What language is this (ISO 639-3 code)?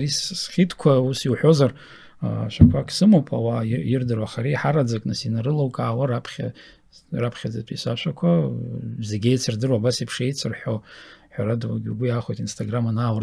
abk